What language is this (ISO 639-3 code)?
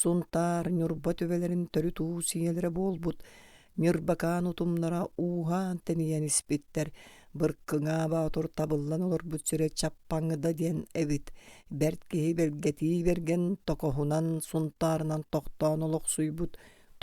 sah